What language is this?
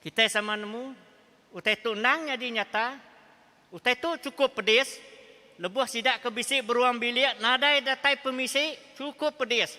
Iban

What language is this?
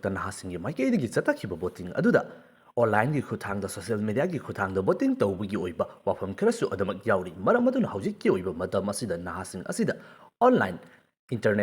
Manipuri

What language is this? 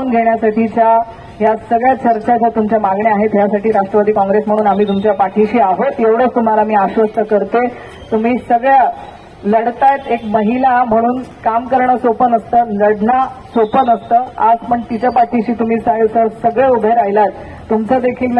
Marathi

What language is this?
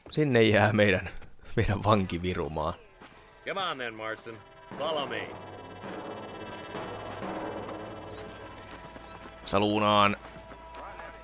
Finnish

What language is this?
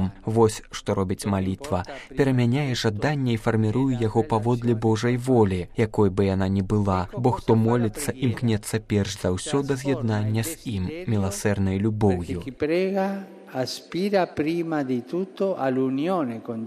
Belarusian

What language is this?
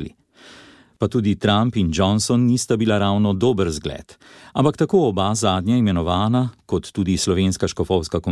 Slovenian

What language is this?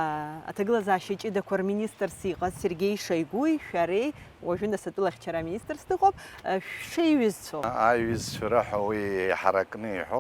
Abkhazian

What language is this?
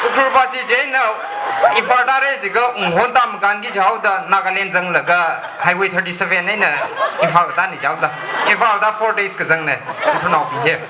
Tangkhul Naga (India)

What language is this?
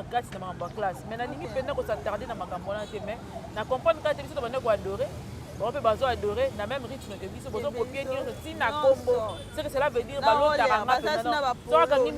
Lingala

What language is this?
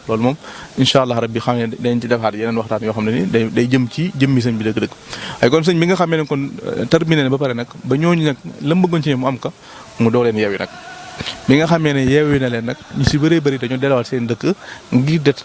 Wolof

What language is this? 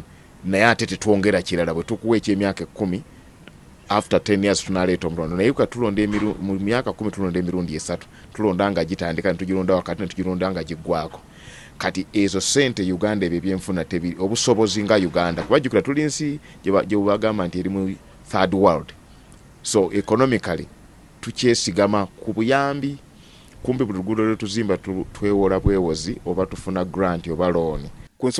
Ganda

